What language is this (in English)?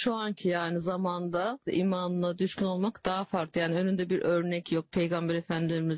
Turkish